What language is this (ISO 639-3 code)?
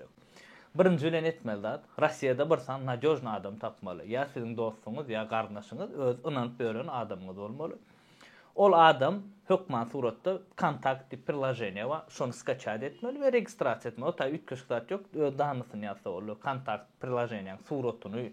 tuk